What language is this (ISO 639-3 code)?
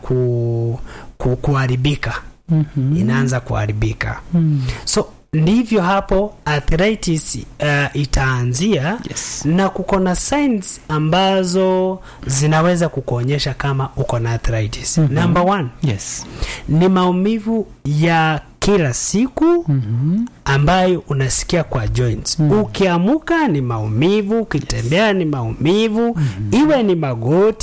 swa